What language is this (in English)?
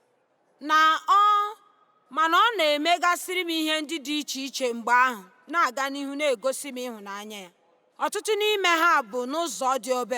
Igbo